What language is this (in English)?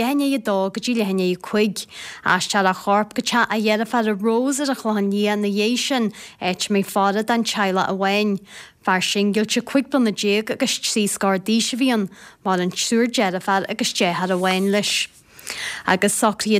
Irish